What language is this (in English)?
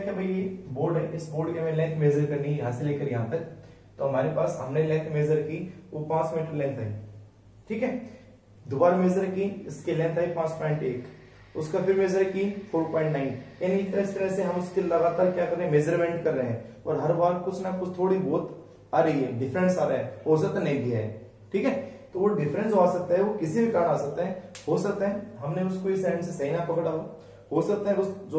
Hindi